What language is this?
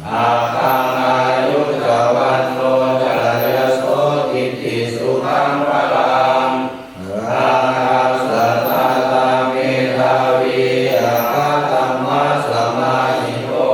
Pali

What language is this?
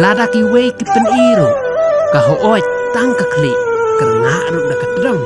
Khasi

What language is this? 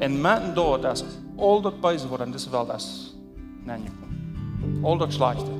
Plautdietsch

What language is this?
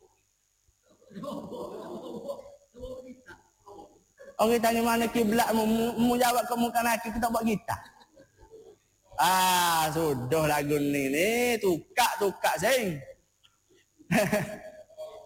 Malay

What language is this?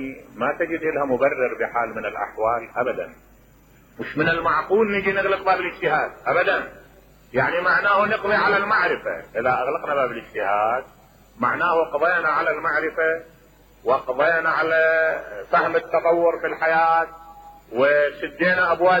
Mesopotamian Arabic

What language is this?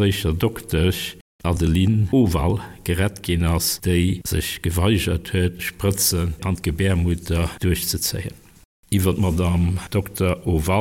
Luxembourgish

